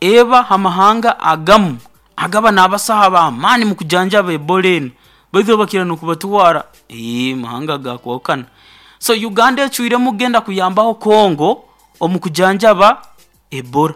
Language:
Nyoro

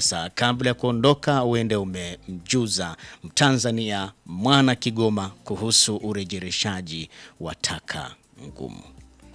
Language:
Swahili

